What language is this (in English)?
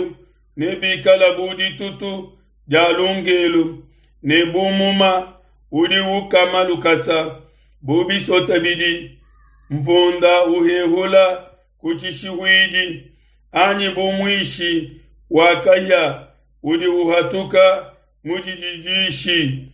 Luba-Lulua